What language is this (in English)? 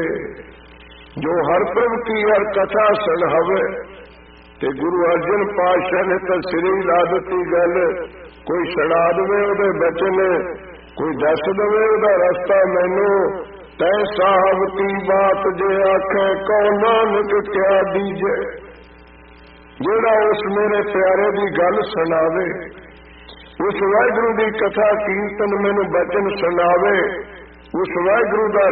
Punjabi